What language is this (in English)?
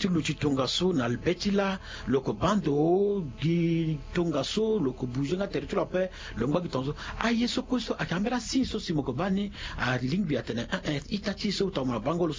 Sango